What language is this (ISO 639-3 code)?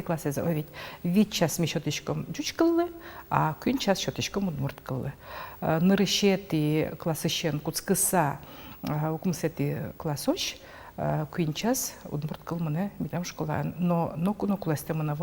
udm